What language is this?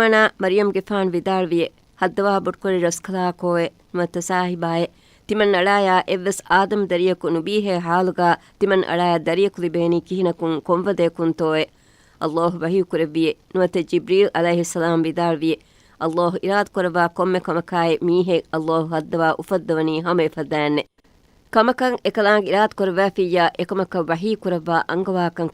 Divehi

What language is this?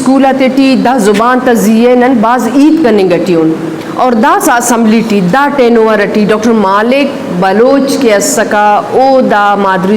Eastern Balochi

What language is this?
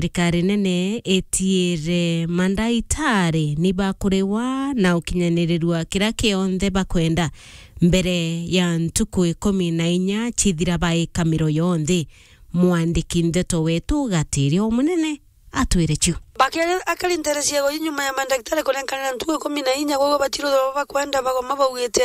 Meru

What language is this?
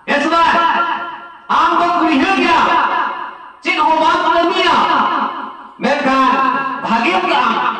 Santali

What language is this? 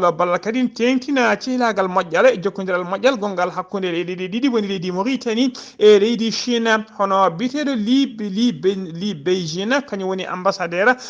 Fula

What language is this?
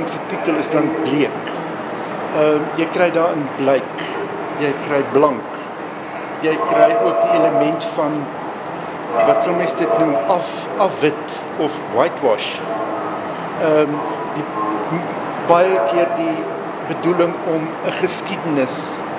Afrikaans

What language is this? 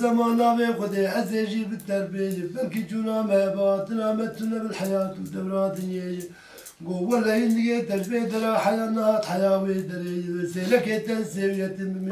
Kurdish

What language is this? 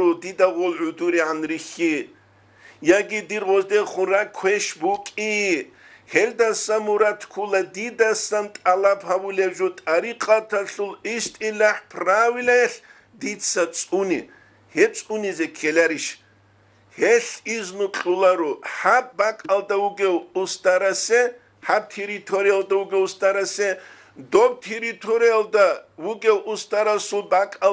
Avaric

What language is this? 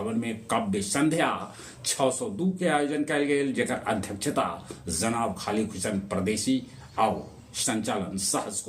Magahi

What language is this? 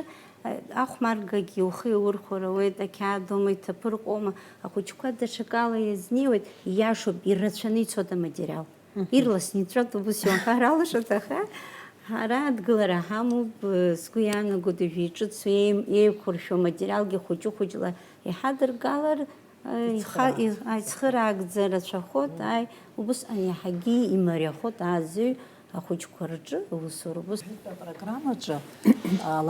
Abkhazian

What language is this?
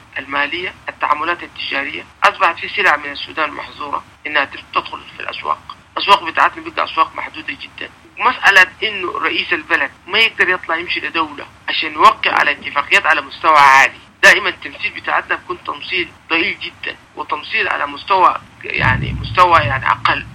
Sudanese Arabic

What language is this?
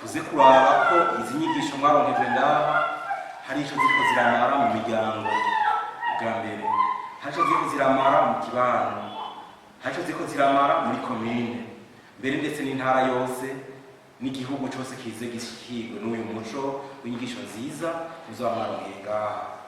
Rundi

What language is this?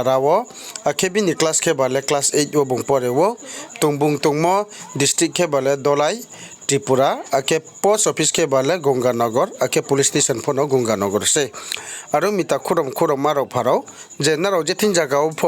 Riang (India)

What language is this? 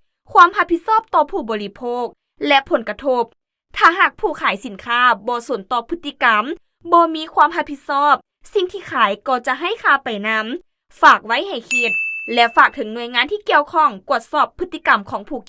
Lao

